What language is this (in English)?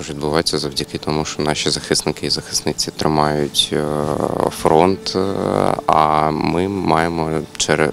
Ukrainian